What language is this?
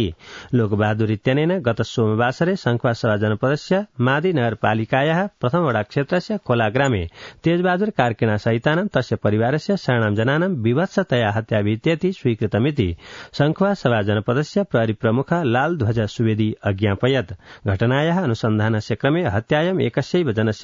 Sanskrit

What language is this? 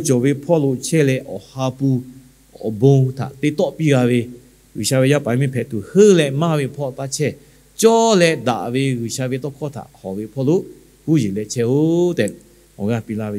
Lahu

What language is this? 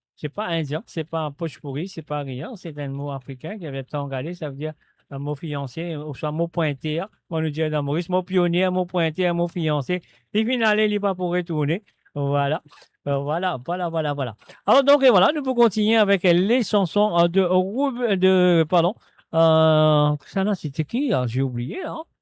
Morisyen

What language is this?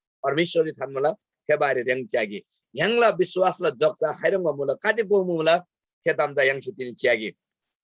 Eastern Tamang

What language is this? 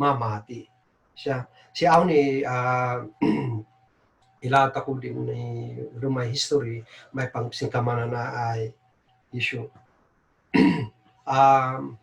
Kankanaey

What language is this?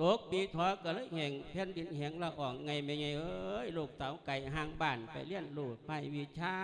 Lao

